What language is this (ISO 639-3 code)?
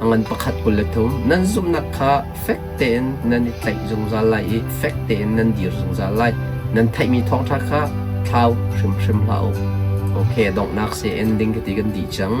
cnh